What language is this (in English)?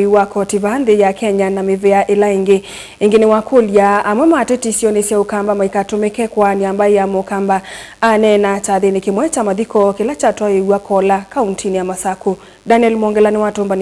Kamba